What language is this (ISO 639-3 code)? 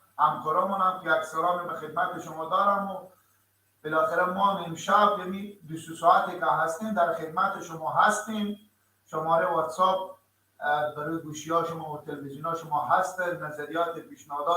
fas